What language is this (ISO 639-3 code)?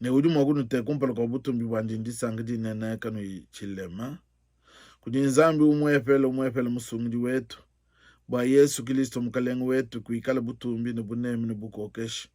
lua